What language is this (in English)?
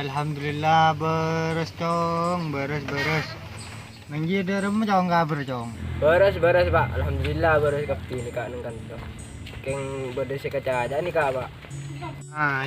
Madurese